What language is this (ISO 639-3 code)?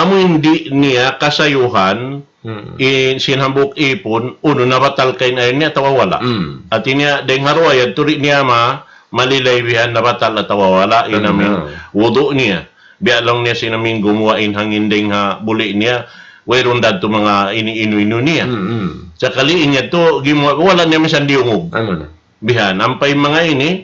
tsg